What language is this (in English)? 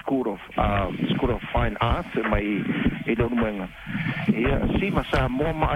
Samoan